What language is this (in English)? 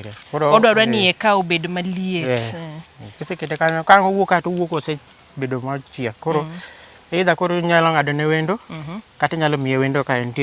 Luo (Kenya and Tanzania)